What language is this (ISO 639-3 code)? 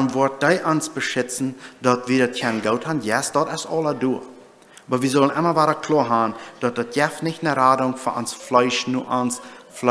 pdt